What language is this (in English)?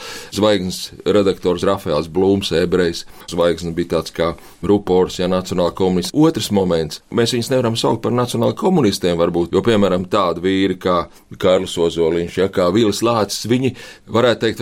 Latvian